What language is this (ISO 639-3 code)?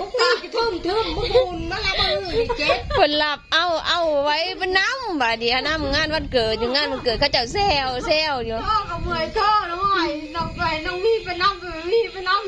tts